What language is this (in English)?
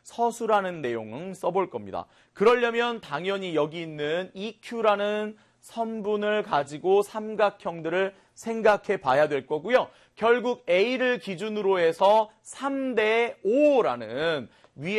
Korean